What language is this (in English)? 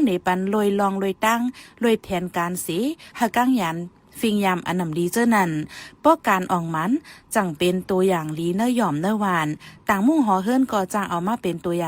Shan